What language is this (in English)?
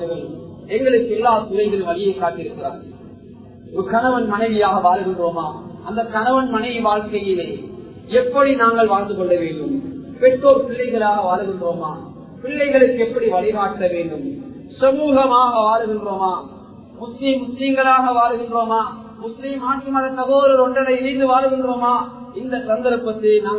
Tamil